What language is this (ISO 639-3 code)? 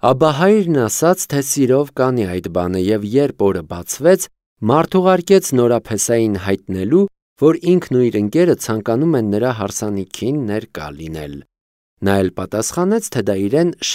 hye